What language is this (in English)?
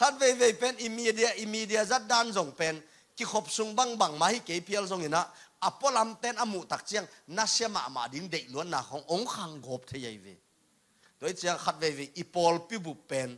Tedim Chin